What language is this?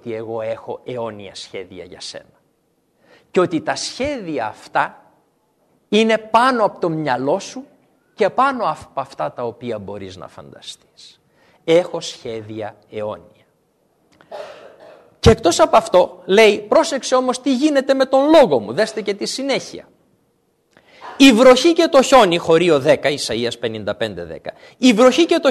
Greek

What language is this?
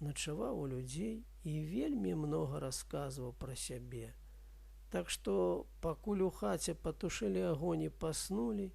Belarusian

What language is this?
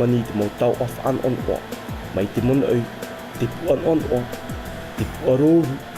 Tahitian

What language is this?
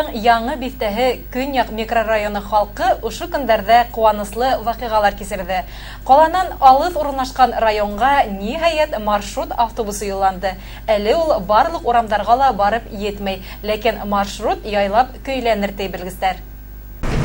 Bashkir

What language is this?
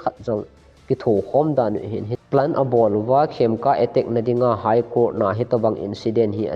Thado Chin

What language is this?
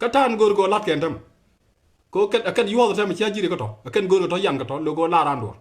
Nuer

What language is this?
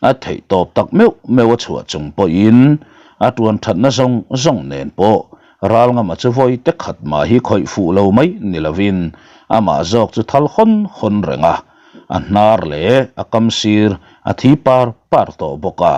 Mizo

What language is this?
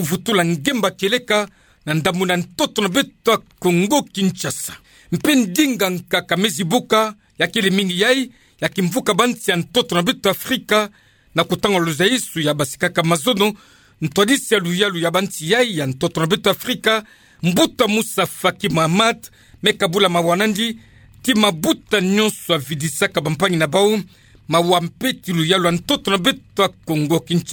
Kituba (Democratic Republic of Congo)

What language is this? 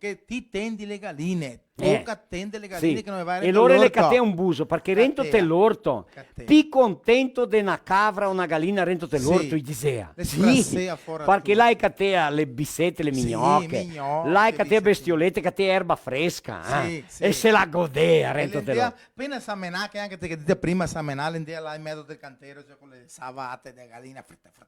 Venetian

